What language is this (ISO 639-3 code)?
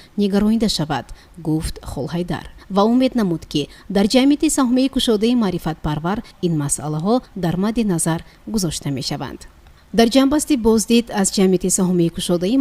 tgk